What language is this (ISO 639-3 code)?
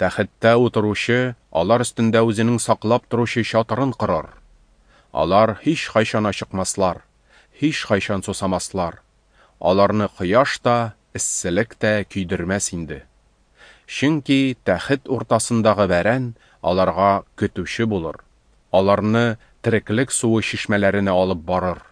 tat